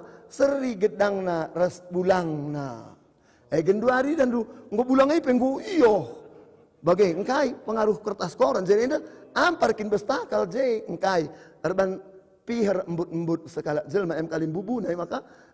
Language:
Batak Karo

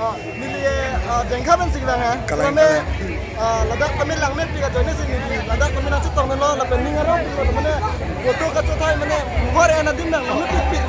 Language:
Karbi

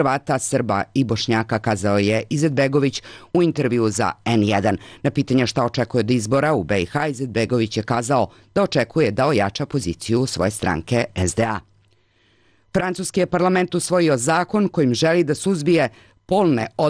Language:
Bosnian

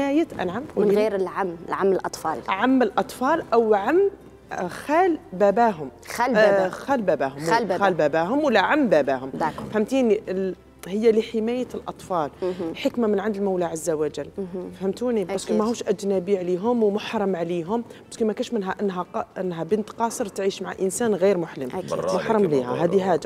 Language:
Algerian Arabic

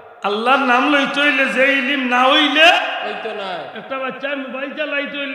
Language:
Sylheti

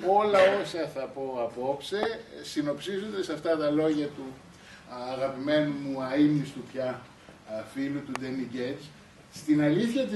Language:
Greek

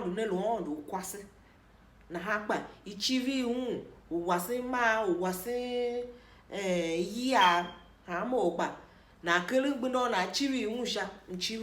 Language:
Tiv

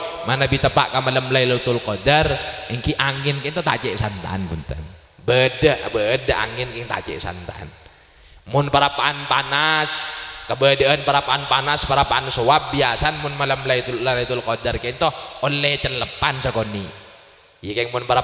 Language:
Madurese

